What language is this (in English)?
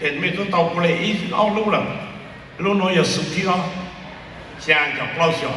Hmong